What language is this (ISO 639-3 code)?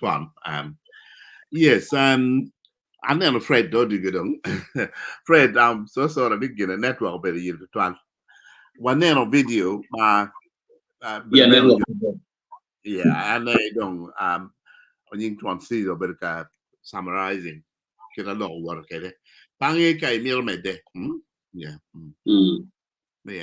ach